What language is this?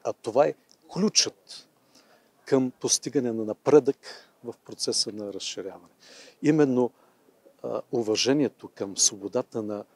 Bulgarian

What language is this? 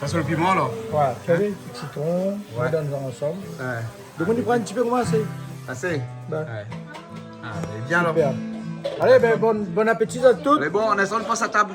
Réunion Creole French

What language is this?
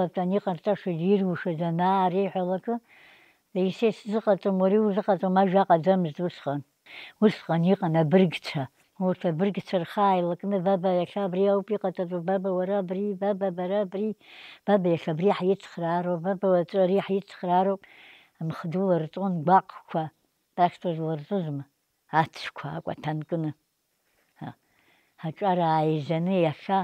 Abkhazian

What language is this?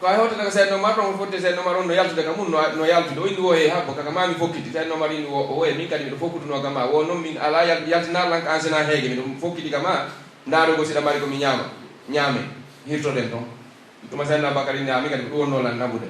Pular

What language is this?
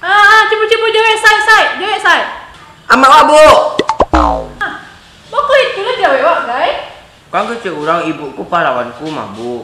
Minangkabau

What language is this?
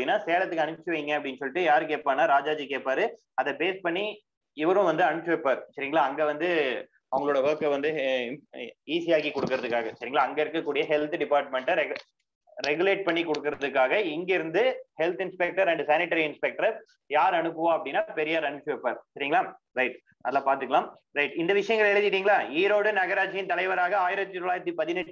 Tamil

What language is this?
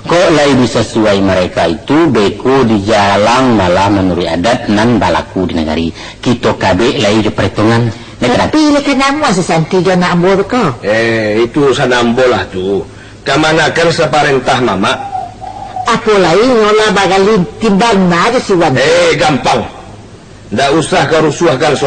Minangkabau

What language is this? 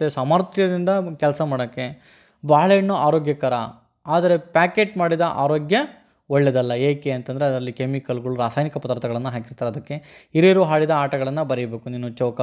Kannada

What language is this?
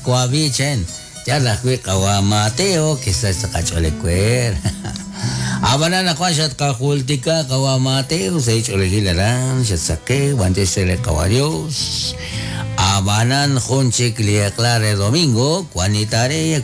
Kekchí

